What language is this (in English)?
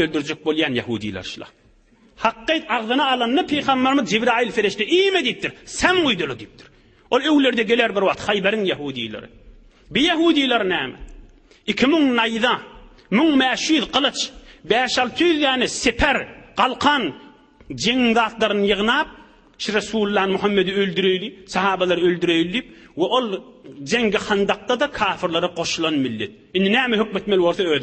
Turkmen